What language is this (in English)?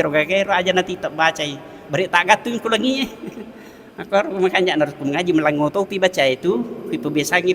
Buginese